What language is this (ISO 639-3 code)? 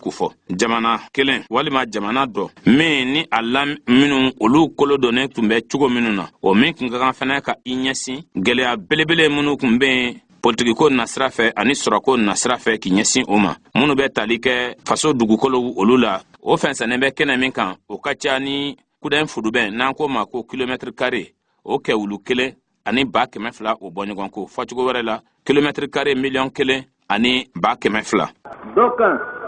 bam